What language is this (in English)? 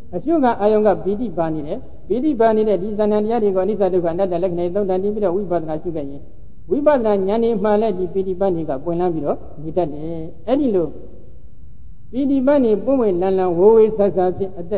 Burmese